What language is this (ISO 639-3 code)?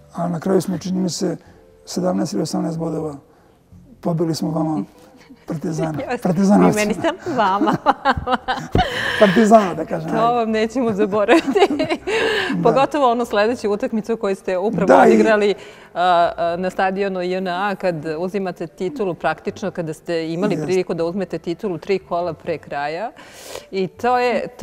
srp